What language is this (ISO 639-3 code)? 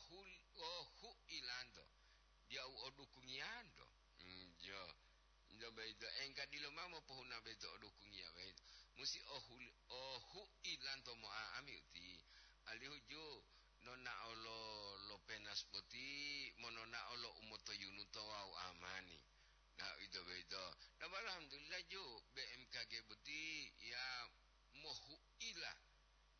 gor